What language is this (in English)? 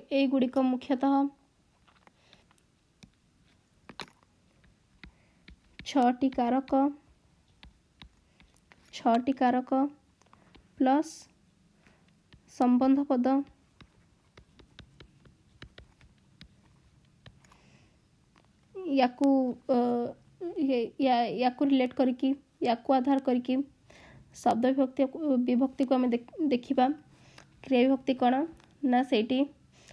Odia